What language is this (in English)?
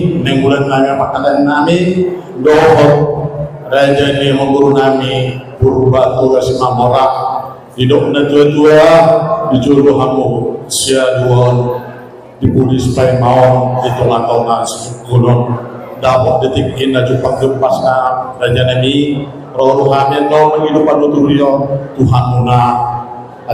Batak Toba